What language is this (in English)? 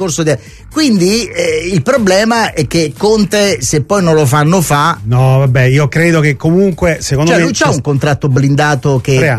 Italian